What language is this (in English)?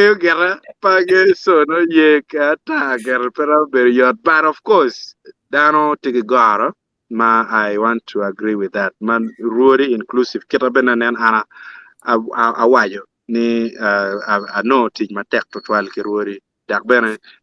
Acoli